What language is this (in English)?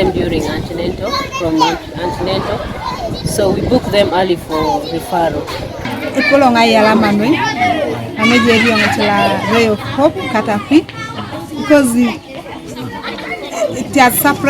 Teso